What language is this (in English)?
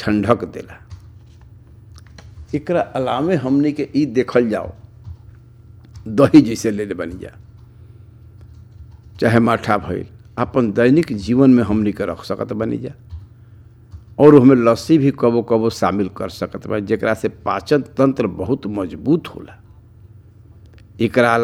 Bhojpuri